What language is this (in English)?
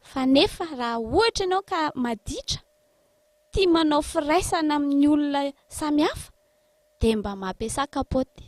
Malagasy